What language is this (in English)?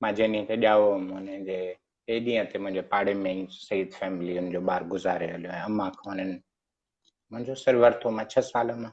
Sindhi